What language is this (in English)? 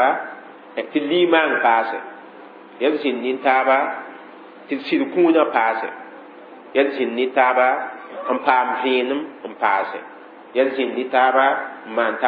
Mossi